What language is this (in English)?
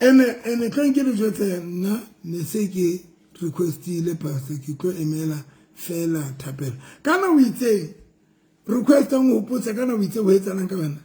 Southern Sotho